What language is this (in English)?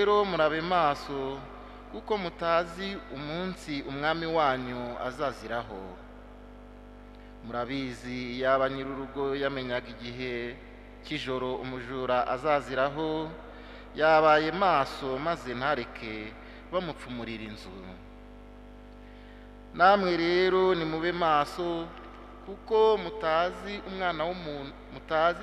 Kinyarwanda